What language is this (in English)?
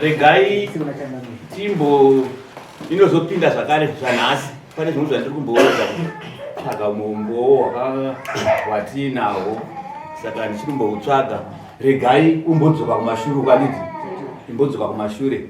Shona